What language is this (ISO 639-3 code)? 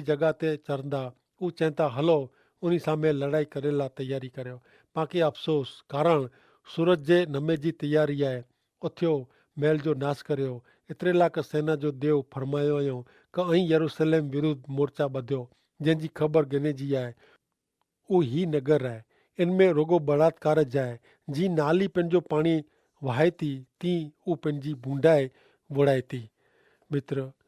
kfr